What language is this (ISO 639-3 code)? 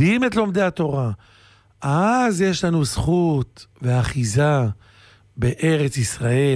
heb